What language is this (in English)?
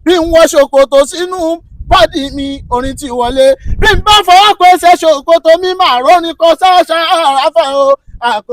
Yoruba